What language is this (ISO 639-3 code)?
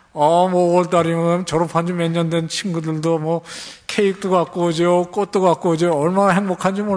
kor